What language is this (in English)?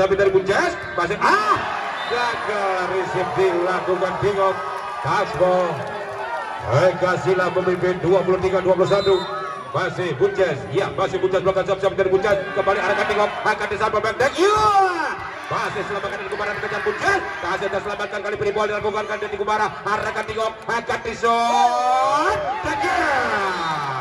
Indonesian